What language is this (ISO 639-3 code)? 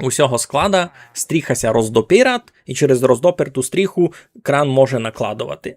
rue